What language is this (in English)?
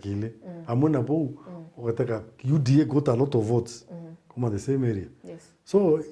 Meru